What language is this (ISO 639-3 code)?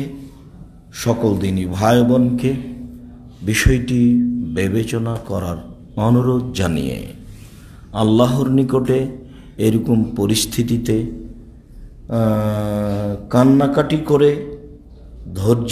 ben